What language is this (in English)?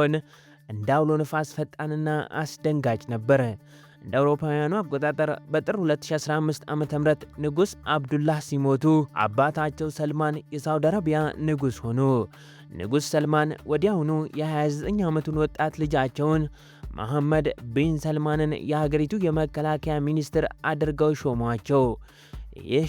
Amharic